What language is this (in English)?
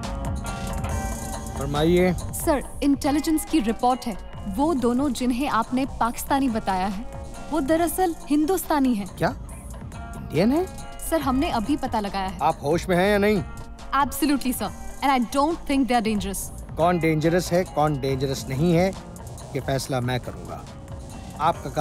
Hindi